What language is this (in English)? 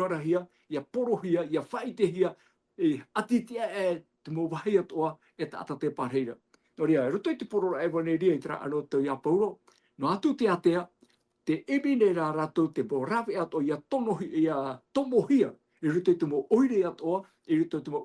Tahitian